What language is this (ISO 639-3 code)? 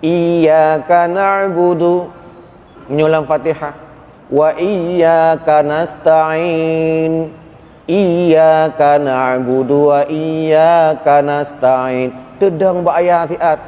ace